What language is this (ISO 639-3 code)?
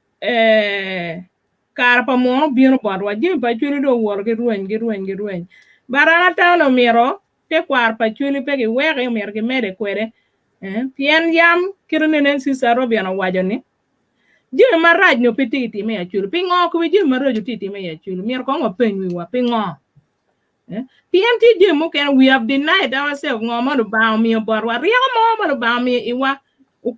ach